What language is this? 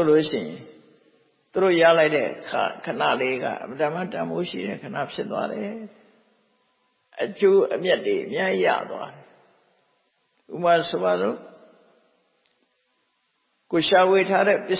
Burmese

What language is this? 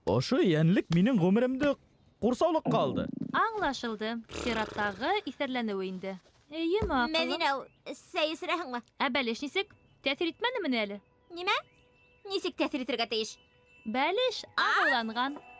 Bashkir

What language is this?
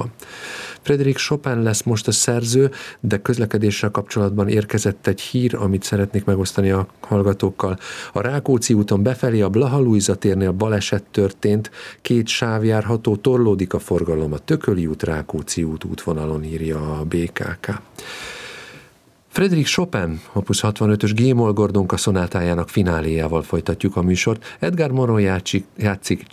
Hungarian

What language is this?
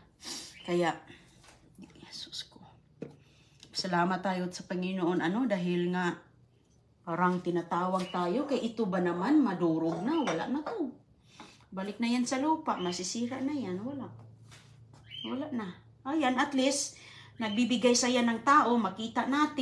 Filipino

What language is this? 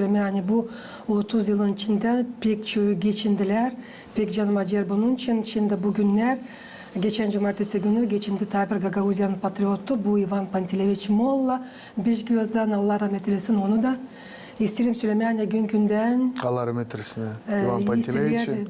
Gagauz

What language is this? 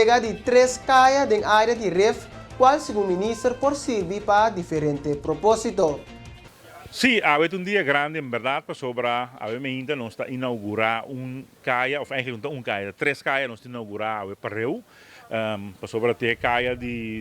Papiamento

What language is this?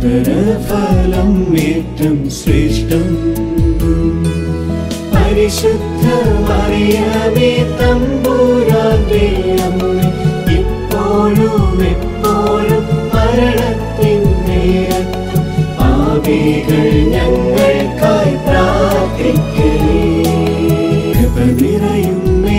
Malayalam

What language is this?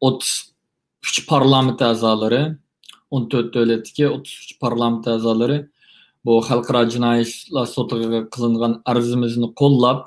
Uyghur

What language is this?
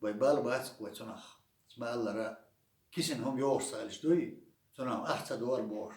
Chechen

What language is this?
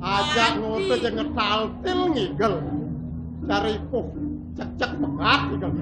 Balinese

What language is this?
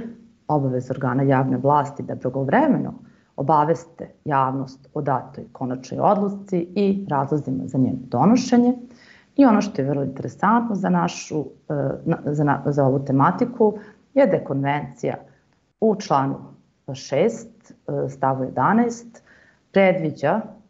Serbian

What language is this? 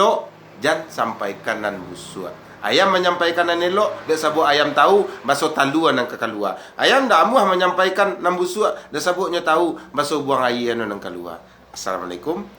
Minangkabau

